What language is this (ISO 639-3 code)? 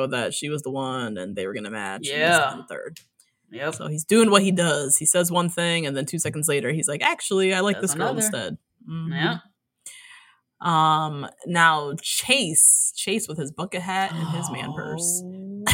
eng